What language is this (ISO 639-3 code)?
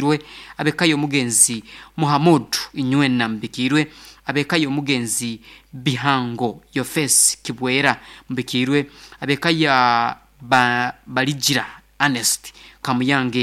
nyn